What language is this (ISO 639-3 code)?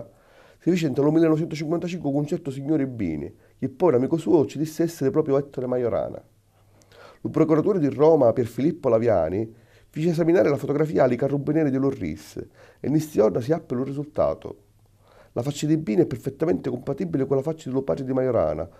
scn